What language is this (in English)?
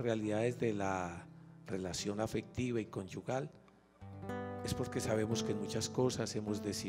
Spanish